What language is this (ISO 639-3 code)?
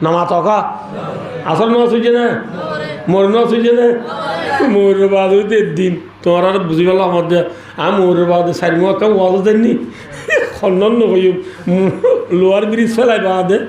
rhg